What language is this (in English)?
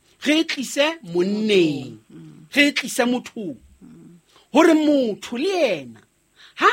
Southern Sotho